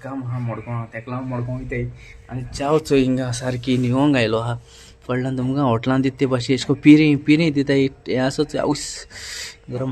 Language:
Konkani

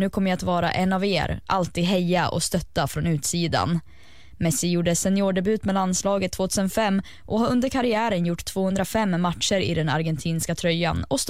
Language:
Swedish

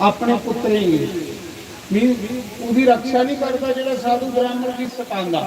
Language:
Dogri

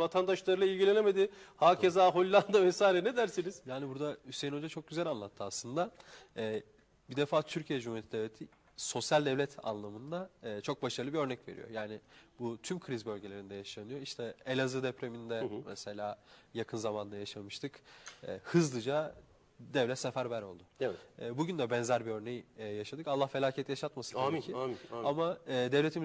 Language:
Turkish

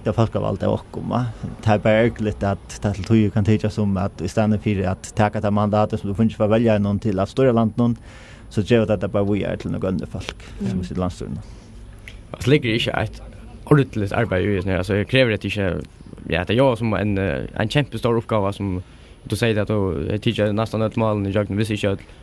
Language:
Faroese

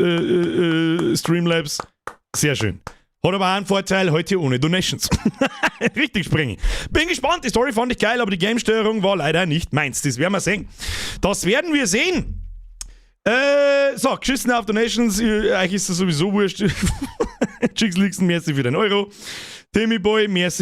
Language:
Bavarian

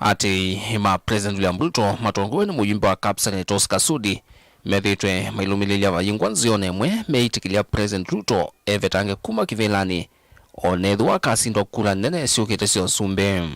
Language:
Kamba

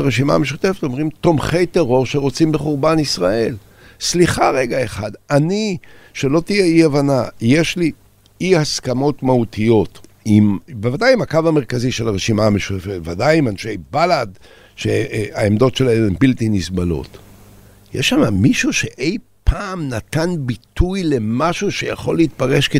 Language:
Hebrew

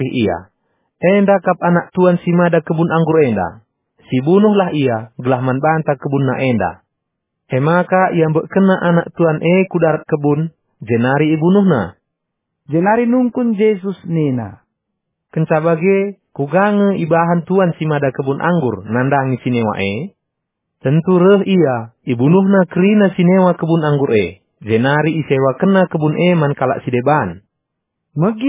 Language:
Batak Karo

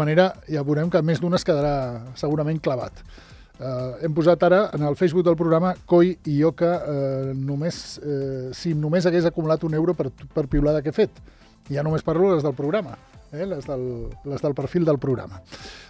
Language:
Catalan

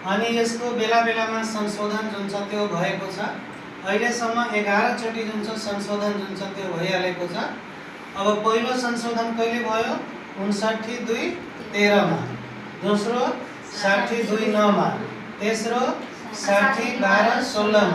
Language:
Nepali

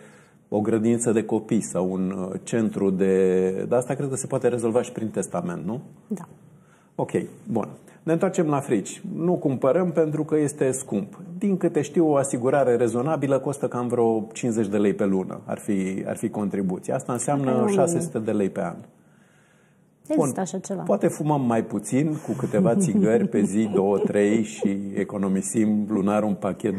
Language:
Romanian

